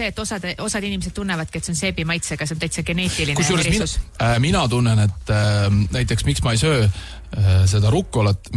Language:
Estonian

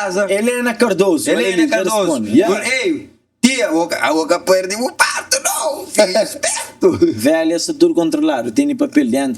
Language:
Kabuverdianu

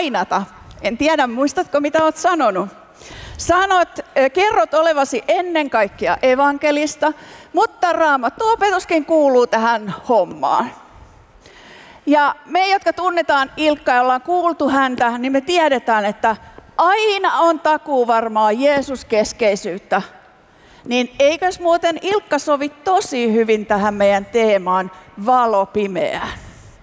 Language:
Finnish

